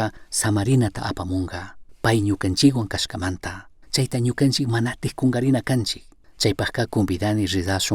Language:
Chimborazo Highland Quichua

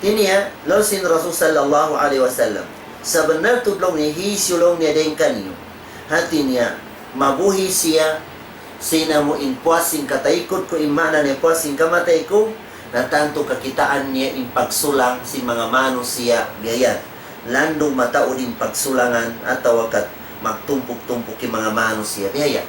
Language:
Tausug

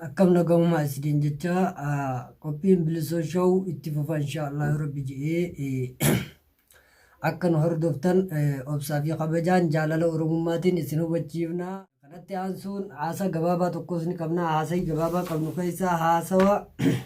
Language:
Oromo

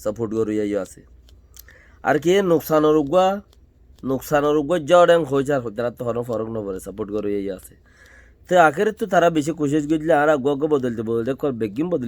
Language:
Rohingya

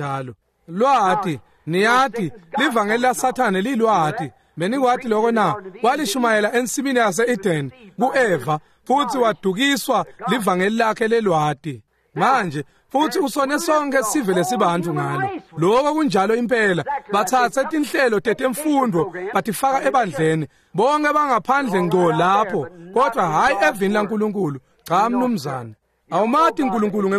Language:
Swati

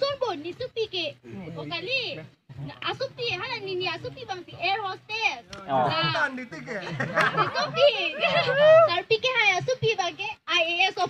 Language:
Karbi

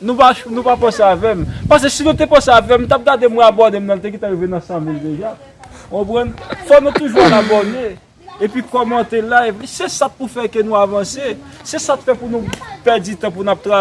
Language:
Haitian Creole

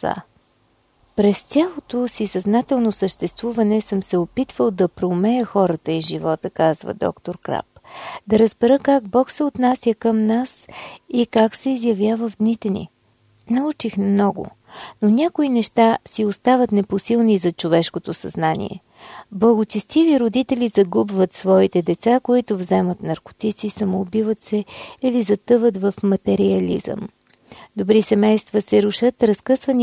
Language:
Bulgarian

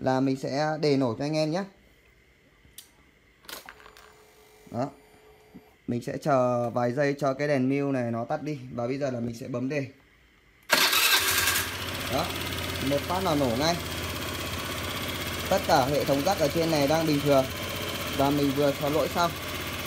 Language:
Vietnamese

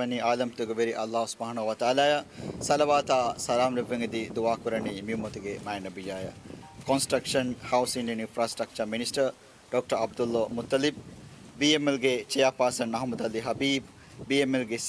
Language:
Divehi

